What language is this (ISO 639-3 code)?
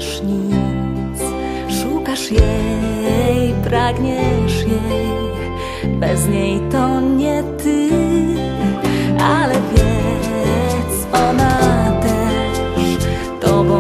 pol